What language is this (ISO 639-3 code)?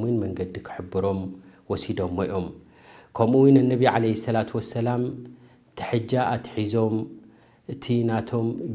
tir